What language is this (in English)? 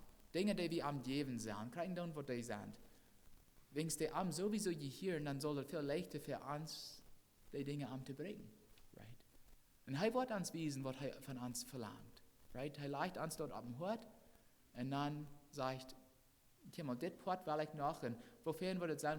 Plautdietsch